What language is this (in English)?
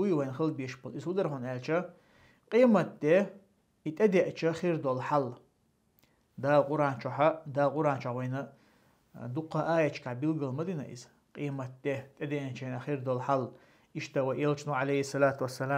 Chechen